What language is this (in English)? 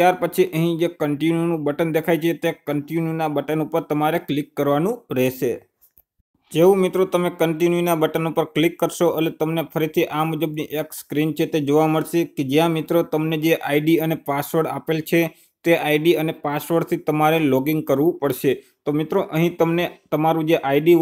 Gujarati